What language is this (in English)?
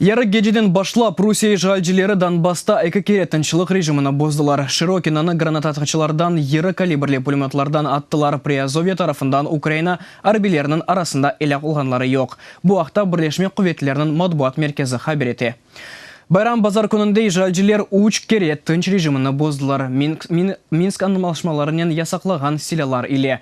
Crimean Tatar